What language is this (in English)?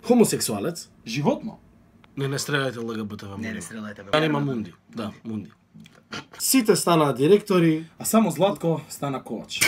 Macedonian